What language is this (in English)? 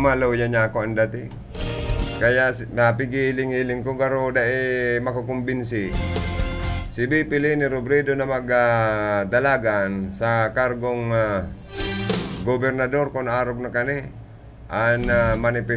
Bikol